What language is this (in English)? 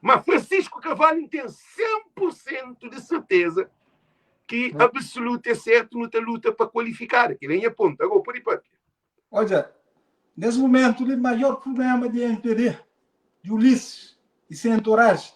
Kabuverdianu